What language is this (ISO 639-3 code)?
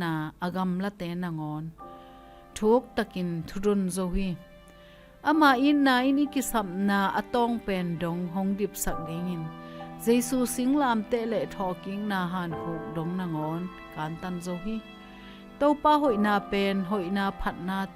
ctd